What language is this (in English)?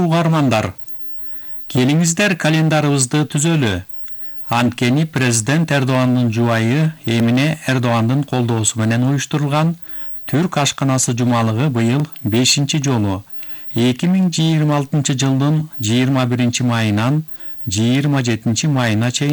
Kyrgyz